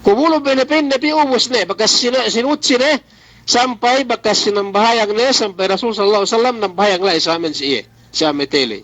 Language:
Yakan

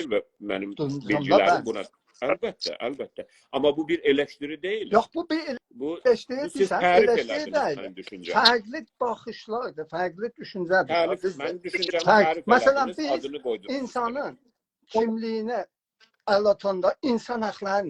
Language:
South Azerbaijani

